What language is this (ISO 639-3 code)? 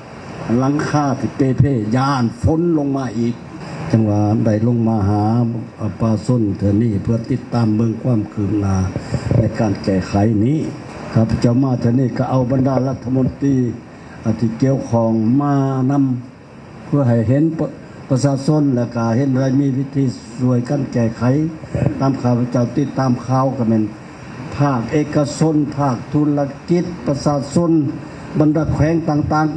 lao